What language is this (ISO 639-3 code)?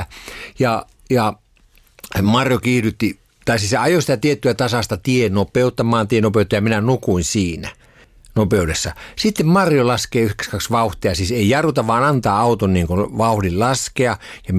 fin